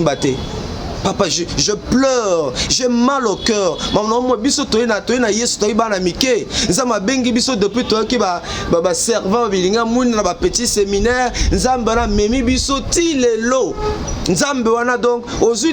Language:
Lingala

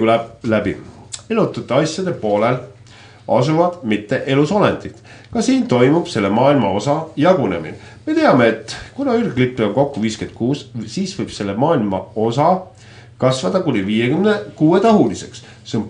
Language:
Estonian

